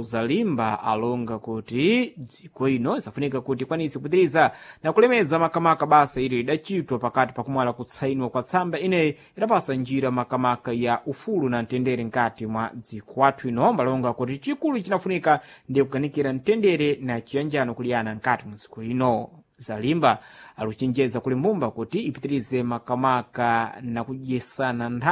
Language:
Sena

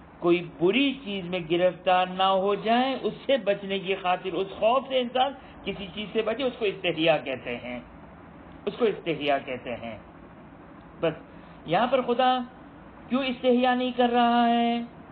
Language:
Urdu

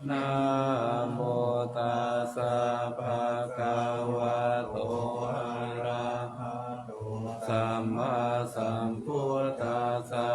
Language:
Pali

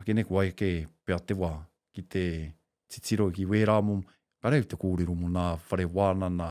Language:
Māori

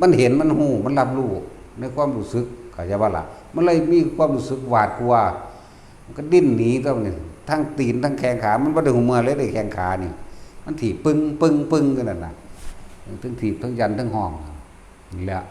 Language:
Northeastern Thai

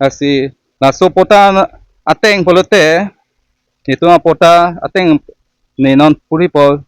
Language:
Karbi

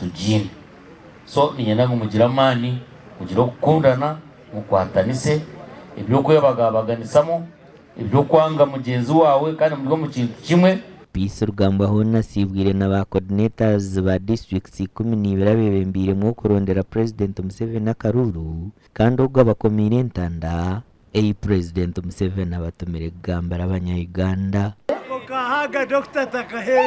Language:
Nyankole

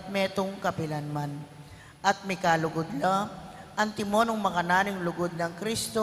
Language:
Pampanga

